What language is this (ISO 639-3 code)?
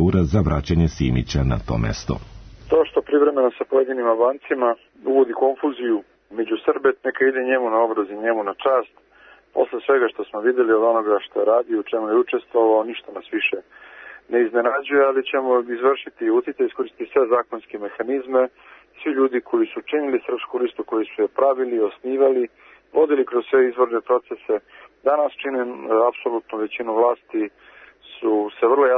srp